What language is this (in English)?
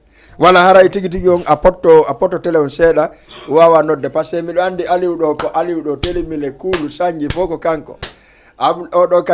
Fula